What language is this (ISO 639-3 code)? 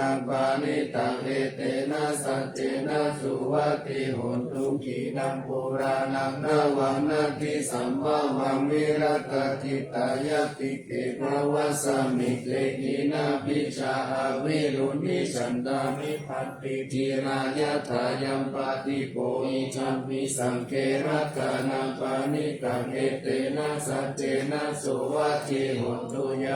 pli